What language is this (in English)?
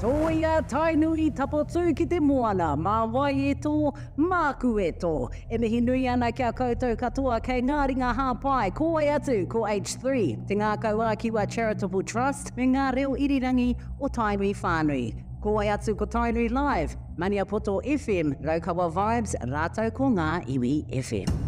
Māori